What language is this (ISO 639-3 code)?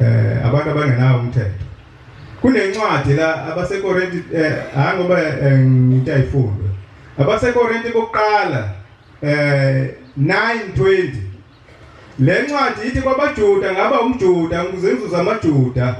zul